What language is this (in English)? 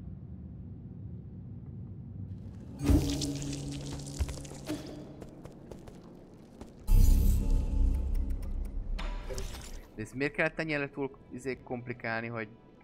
Hungarian